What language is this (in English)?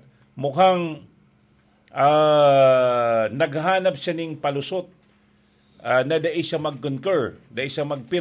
Bikol